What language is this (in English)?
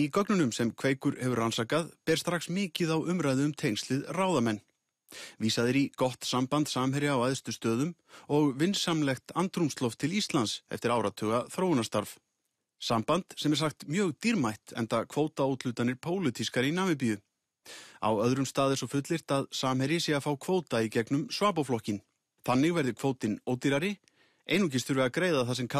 Icelandic